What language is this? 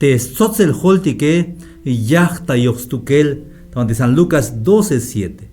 Tzeltal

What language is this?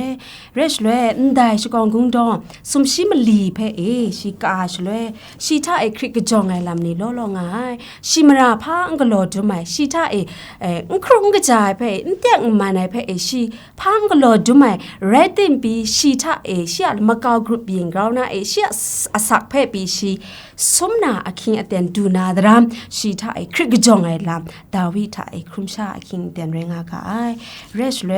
Kachin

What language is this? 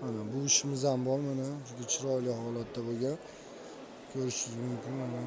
Uzbek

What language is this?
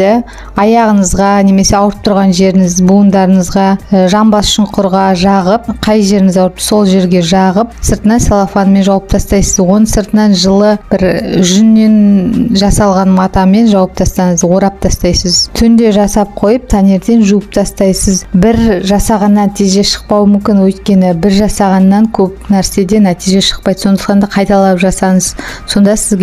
Kazakh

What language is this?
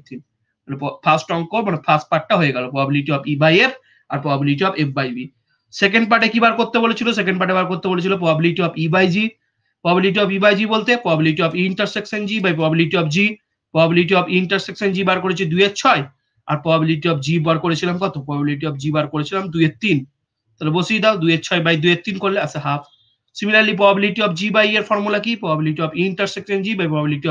Bangla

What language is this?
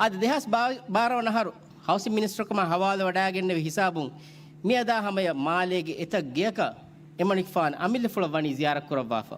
Divehi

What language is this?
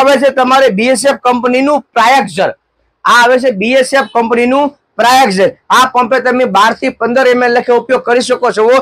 Gujarati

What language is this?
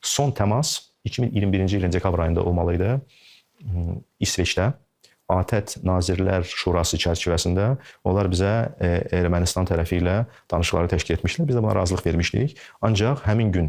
Azerbaijani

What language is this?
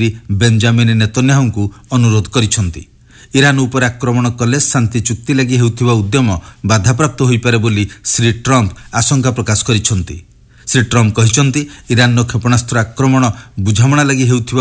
Odia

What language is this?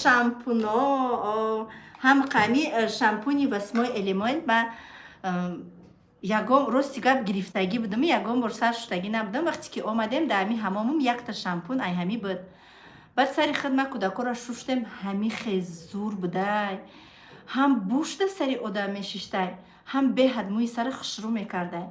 Tajik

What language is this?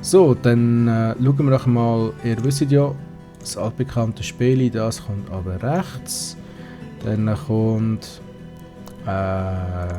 Swiss German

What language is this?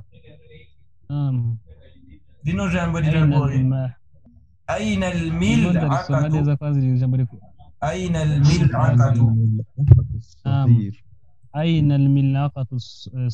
Kinyarwanda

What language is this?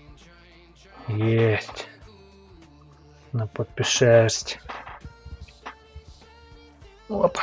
Russian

